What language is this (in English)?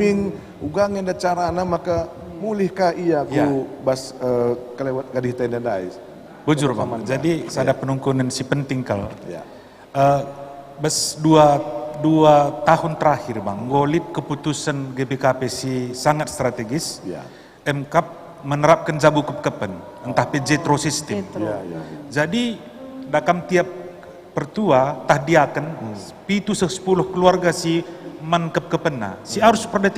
Batak Karo